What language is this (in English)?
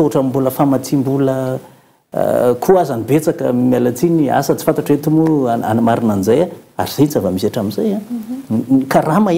Malagasy